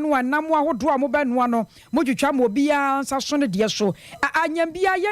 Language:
Akan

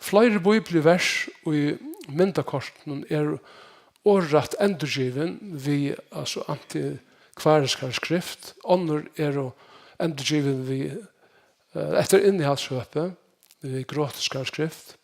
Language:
Faroese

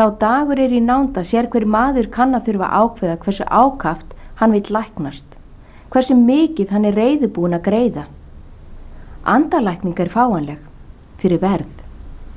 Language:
Icelandic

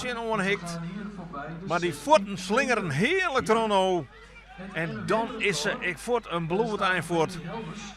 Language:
Western Frisian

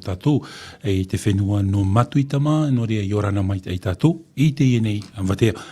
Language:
Tahitian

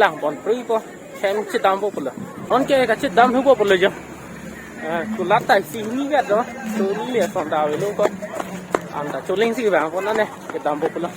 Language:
Karbi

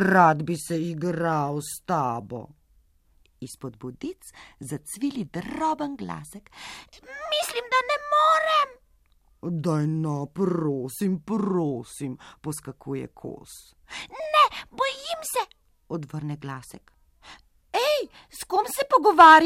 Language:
Slovenian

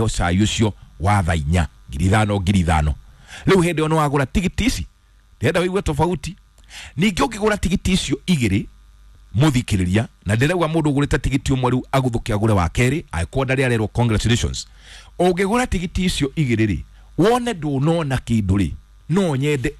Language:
Kikuyu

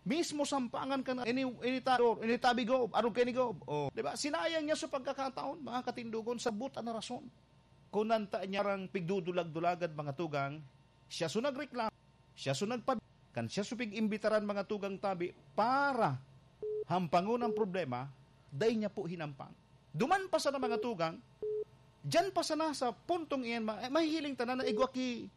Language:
Bikol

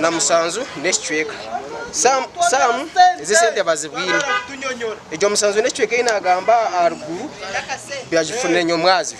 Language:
Nyankole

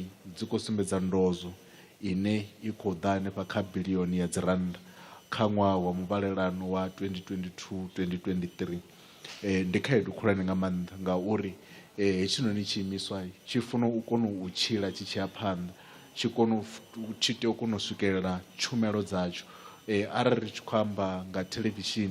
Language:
Venda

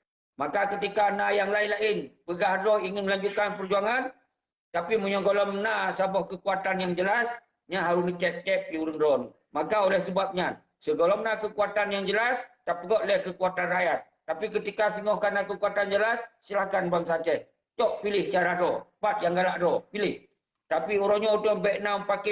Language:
Achinese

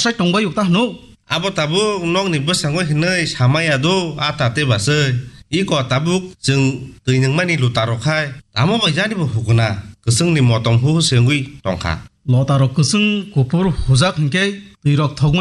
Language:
Kok Borok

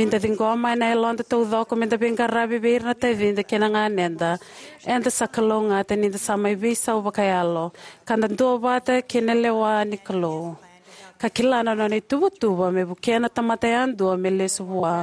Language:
Fijian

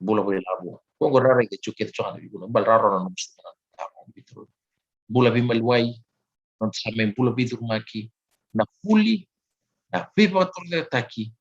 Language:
Fijian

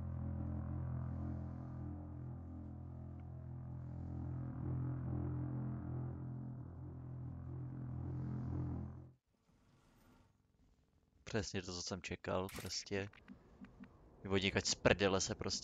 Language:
Czech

